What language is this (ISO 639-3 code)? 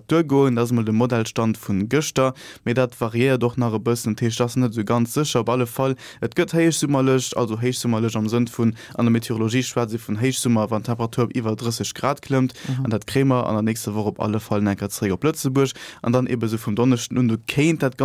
ltz